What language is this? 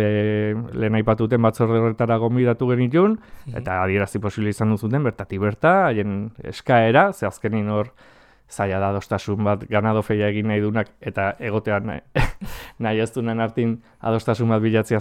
Basque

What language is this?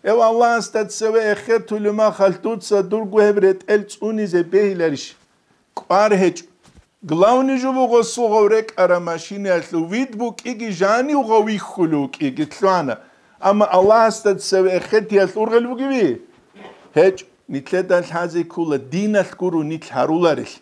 Avaric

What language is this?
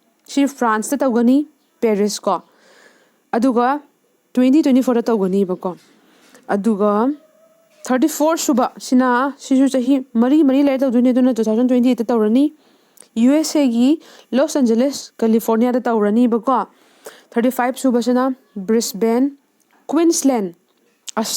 Manipuri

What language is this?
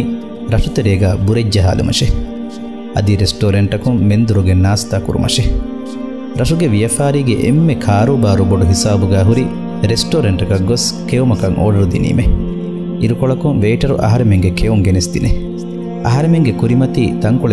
Divehi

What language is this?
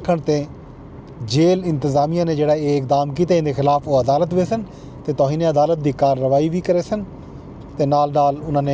Saraiki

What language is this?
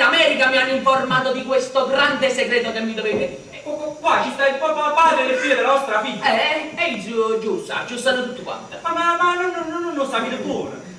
Neapolitan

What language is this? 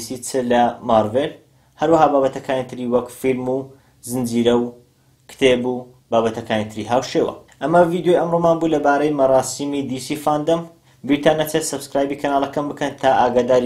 Central Kurdish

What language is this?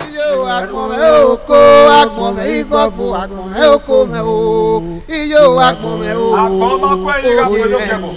Bini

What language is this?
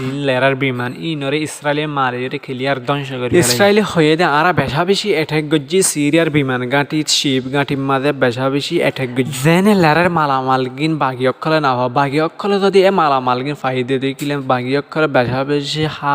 Rohingya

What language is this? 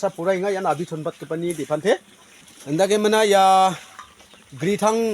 Garo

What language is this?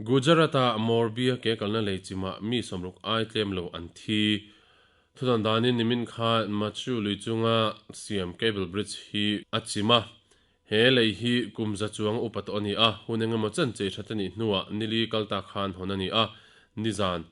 Mizo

